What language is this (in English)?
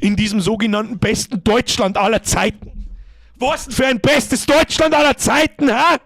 Bavarian